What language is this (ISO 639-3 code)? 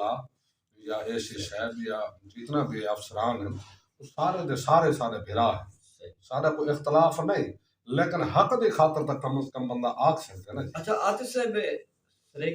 skr